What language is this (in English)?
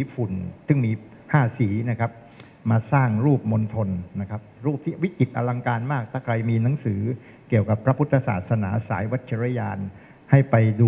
Thai